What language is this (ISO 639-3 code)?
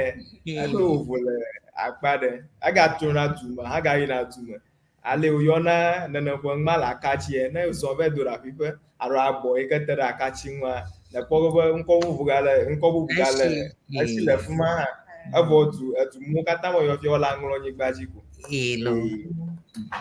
ewe